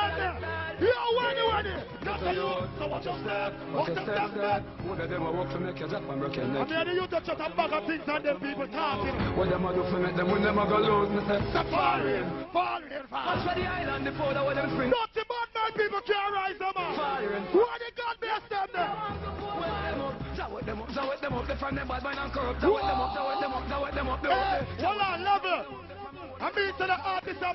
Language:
Jamaican Creole English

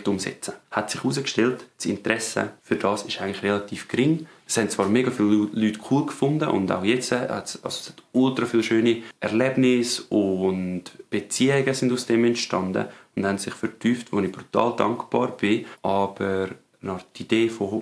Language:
Swiss German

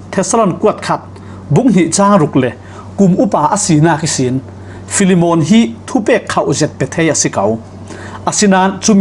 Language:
Falam Chin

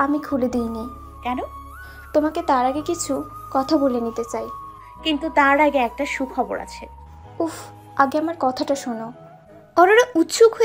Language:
Bangla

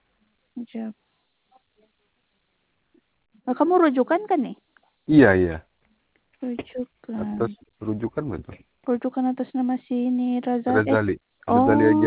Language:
Sabah Malay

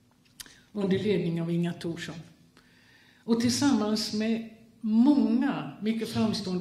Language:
Swedish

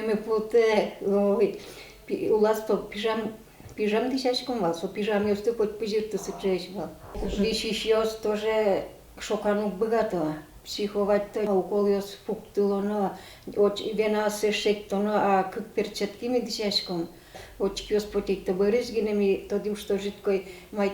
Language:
Udmurt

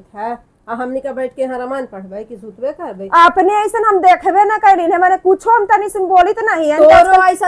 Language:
Magahi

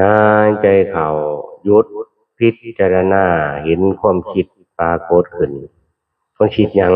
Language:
Northeastern Thai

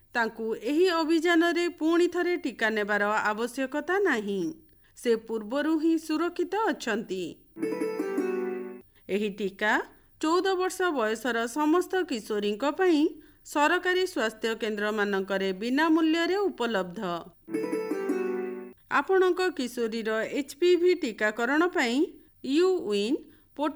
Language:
Odia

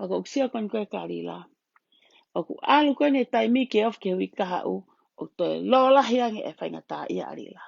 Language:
Tongan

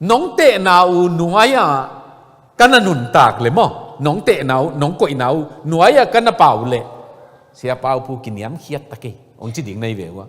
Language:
Tedim Chin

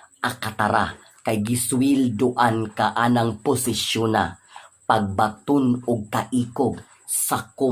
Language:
Cebuano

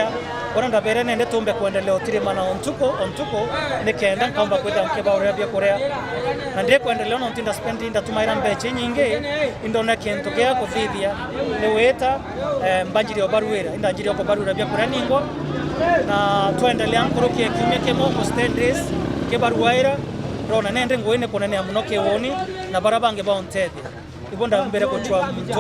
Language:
Meru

